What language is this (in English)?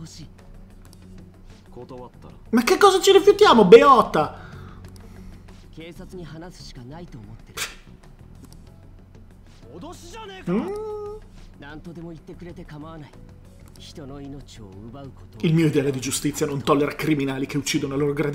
Italian